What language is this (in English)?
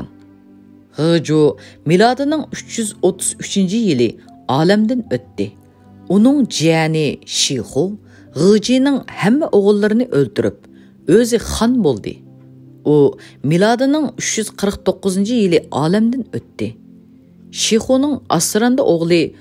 Uyghur